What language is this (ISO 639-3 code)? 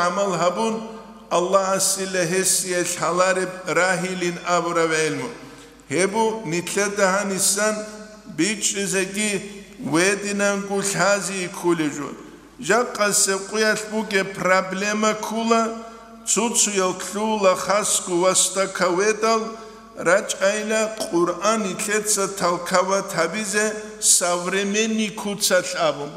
ava